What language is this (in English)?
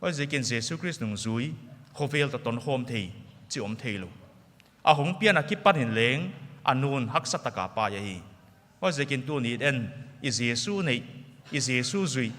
Paite Chin